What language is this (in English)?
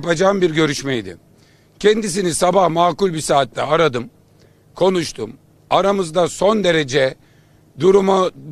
Turkish